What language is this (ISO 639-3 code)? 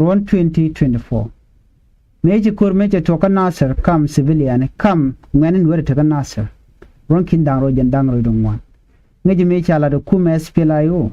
nus